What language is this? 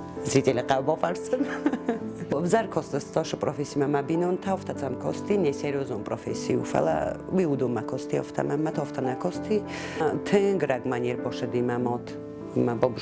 Ossetic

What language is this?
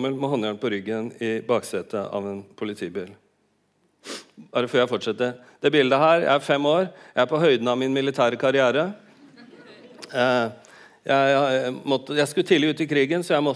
Norwegian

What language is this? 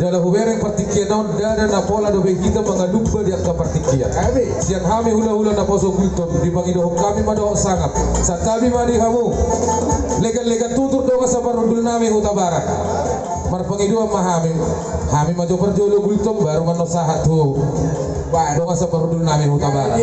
Batak Toba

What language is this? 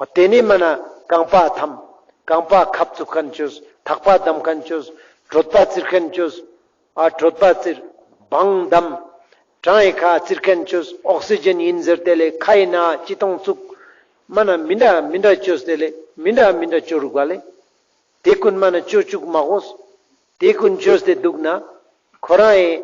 Ladakhi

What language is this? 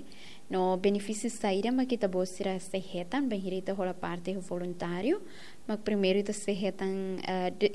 Tetum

